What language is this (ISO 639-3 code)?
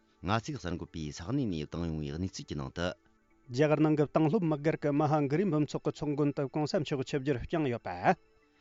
bod